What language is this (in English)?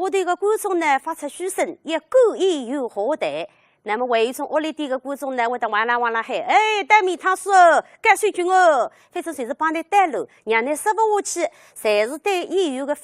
Wu Chinese